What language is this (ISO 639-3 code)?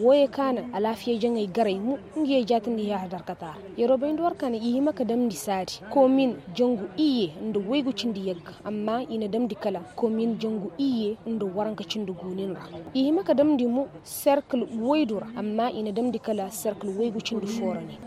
ses